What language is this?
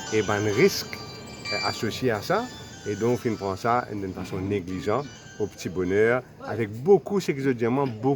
Morisyen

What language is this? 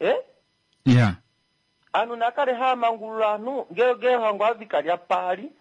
Kuanyama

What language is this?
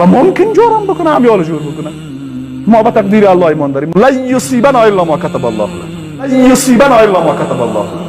Persian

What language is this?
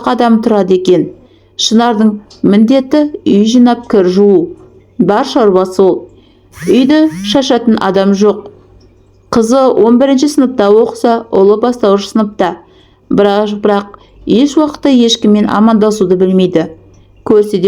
Kazakh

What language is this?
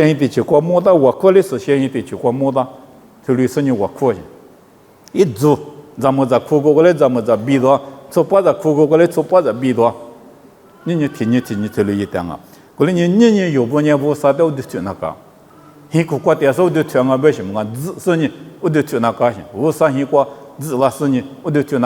Lisu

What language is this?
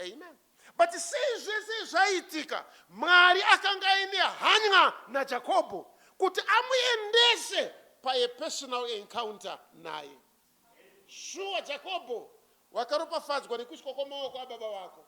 Shona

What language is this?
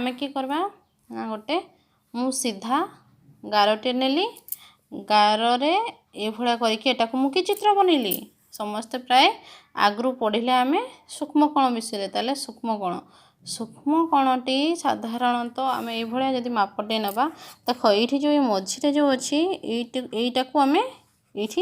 Odia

